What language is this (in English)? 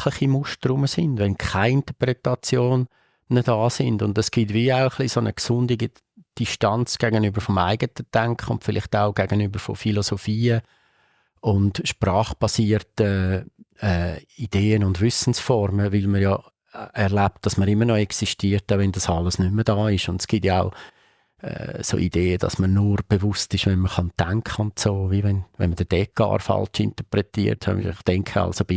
Swiss German